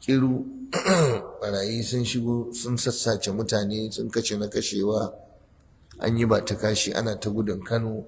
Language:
Hausa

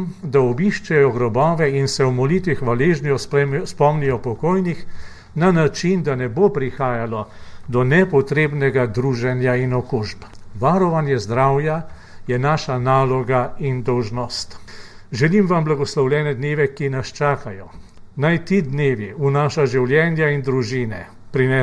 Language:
Slovenian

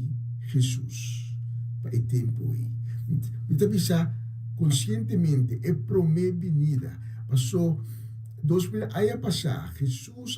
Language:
Papiamento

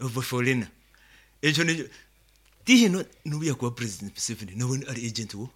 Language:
Nyankole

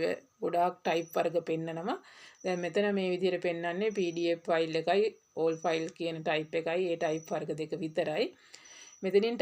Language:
Sinhala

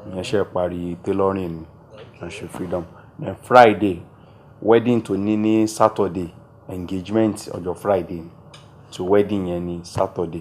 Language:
Yoruba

